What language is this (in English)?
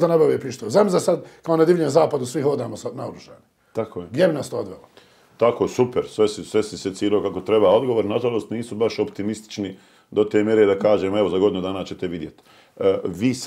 Bosnian